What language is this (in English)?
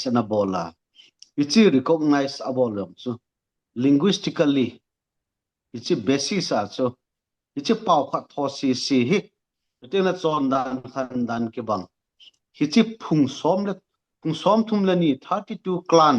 Thado Chin